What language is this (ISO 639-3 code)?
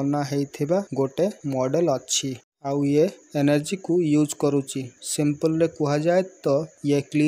ori